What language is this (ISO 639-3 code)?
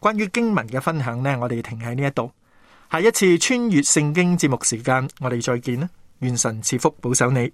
yue